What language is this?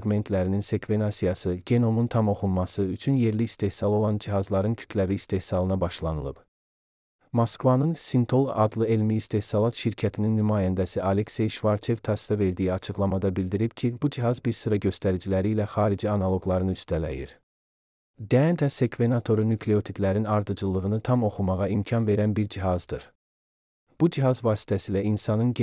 Azerbaijani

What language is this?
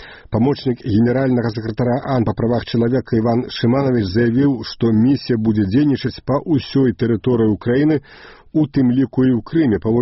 Belarusian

